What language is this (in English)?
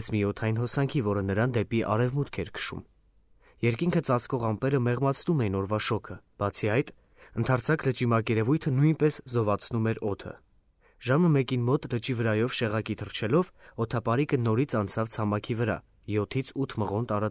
Armenian